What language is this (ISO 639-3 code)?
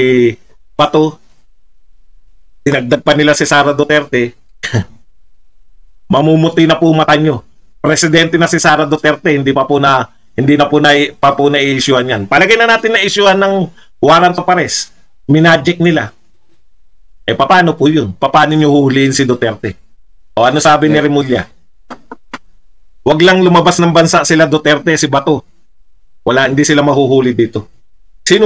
fil